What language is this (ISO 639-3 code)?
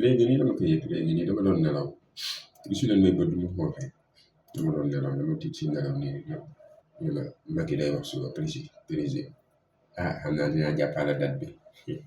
wol